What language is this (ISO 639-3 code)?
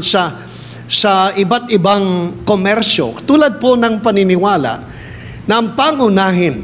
fil